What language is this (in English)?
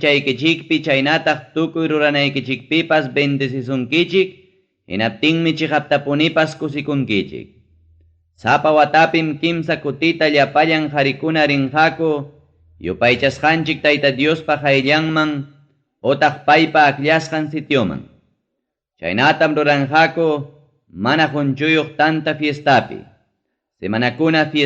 Ayacucho Quechua